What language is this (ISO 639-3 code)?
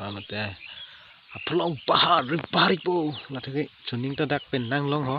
mjw